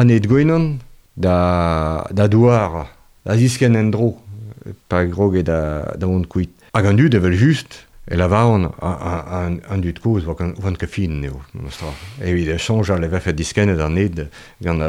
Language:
Breton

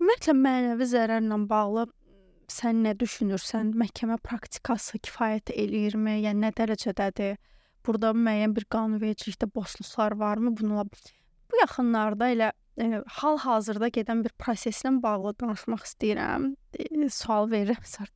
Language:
Azerbaijani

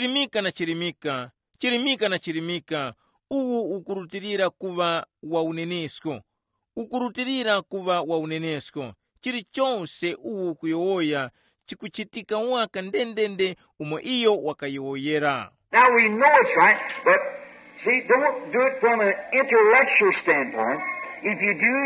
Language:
Tumbuka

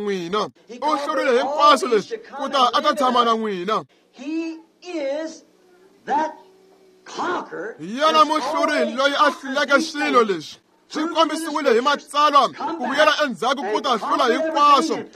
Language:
Tsonga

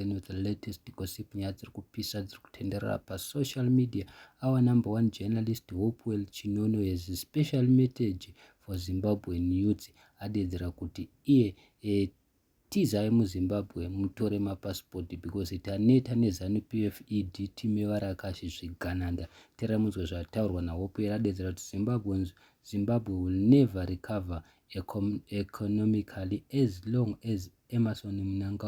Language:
Shona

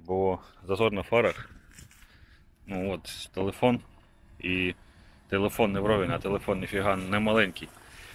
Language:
Ukrainian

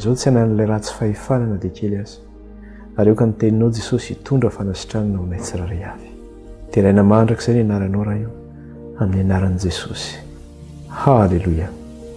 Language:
Malagasy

